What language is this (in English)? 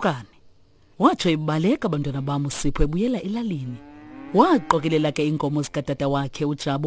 Xhosa